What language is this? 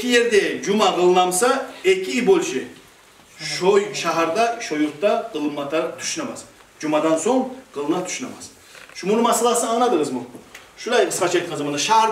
Kumyk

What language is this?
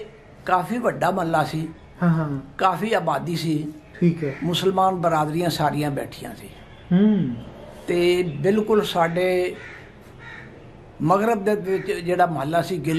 Punjabi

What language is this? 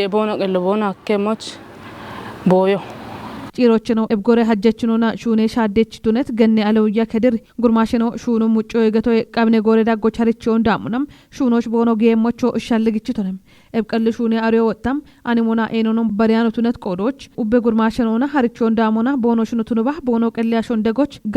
Kafa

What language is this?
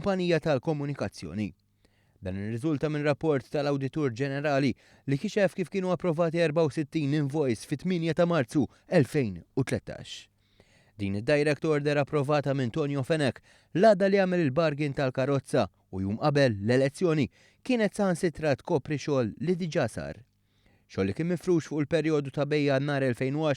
Maltese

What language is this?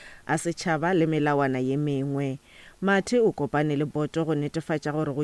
Northern Sotho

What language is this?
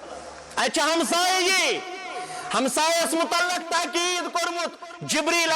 Kashmiri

